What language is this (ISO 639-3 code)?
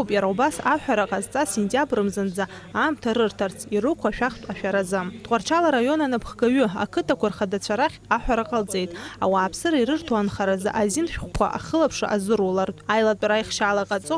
abk